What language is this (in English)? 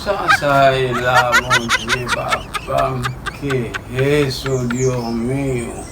Haitian Creole